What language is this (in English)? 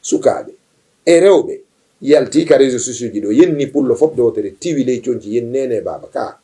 Fula